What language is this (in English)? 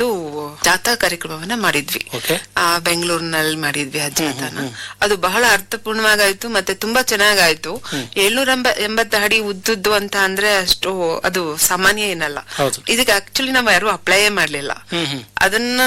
Kannada